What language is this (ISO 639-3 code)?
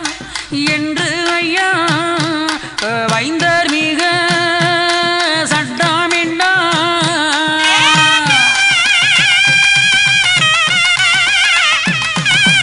tam